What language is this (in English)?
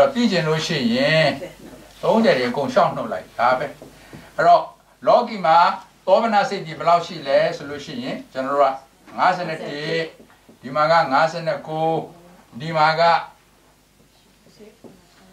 Burmese